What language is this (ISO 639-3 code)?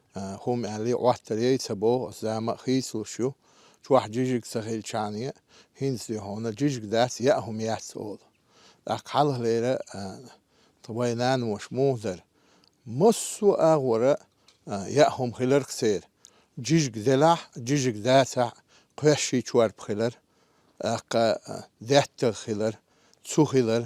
che